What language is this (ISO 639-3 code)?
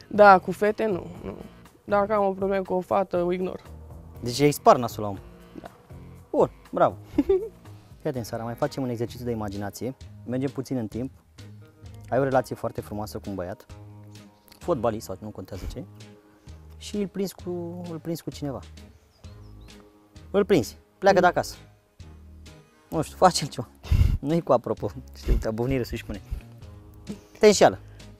ron